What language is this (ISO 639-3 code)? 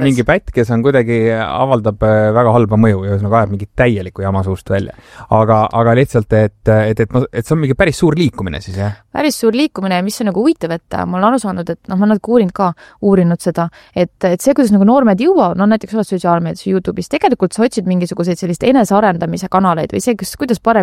est